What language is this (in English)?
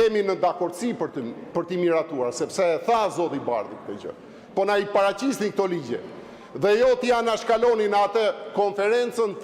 Albanian